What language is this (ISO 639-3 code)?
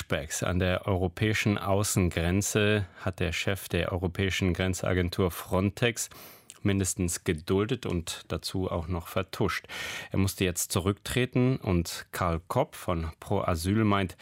deu